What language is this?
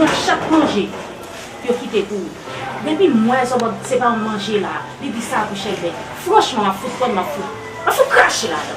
Haitian Creole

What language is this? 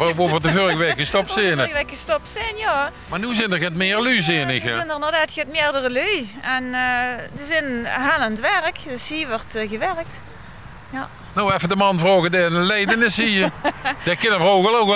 Limburgish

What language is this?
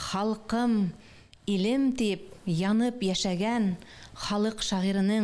Bashkir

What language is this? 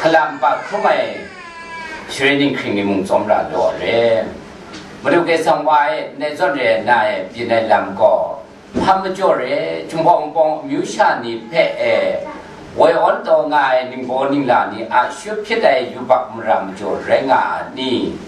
Kachin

